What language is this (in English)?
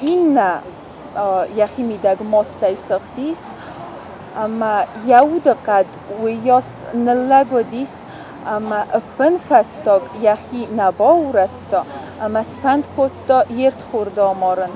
Ossetic